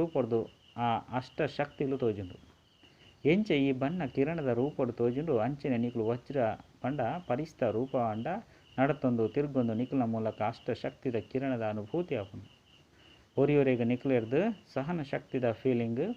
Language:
Tulu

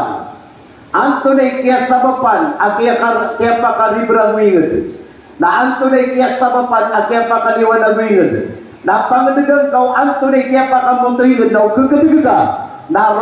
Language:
Maranao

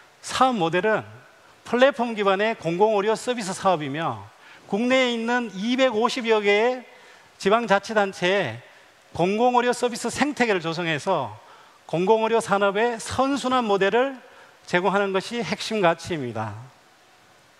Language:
Korean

